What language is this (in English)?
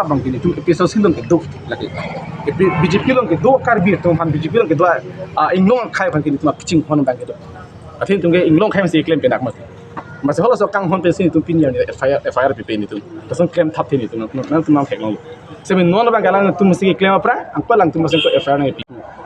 Karbi